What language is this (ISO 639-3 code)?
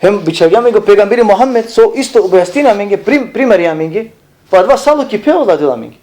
rmn